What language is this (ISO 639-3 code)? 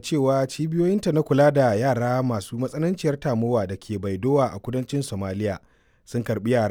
hau